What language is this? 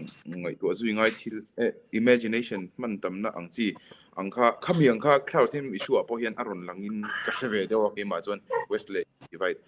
Mizo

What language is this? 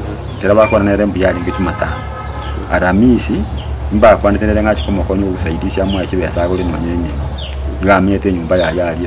Gusii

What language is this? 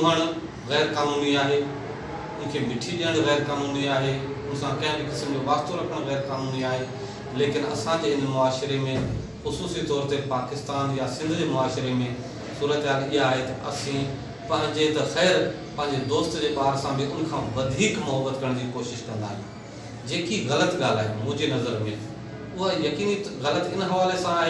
Sindhi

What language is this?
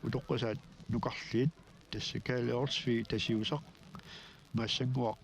Kalaallisut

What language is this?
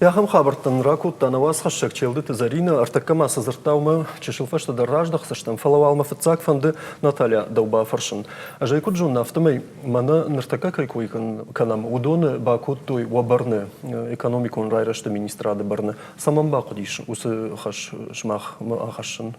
Ossetic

